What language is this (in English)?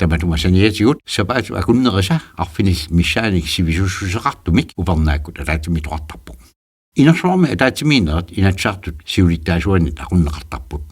Kalaallisut